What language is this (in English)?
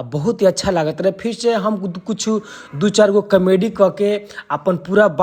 Bhojpuri